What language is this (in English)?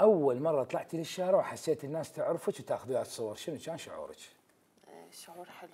Mesopotamian Arabic